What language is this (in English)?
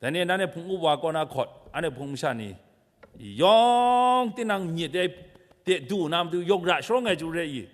Kachin